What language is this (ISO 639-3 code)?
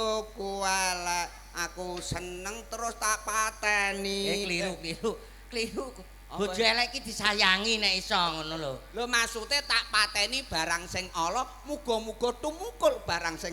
jav